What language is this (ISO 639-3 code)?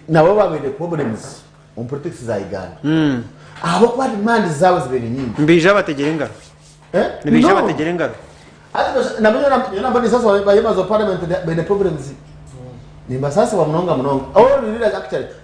nyn